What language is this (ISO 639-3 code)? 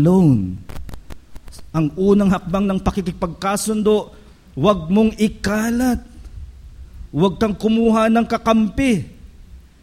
fil